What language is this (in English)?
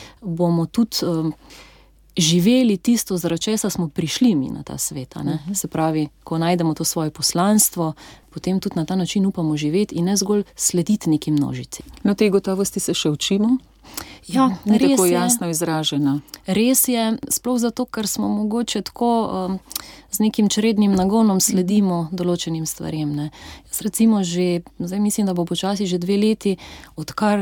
Slovenian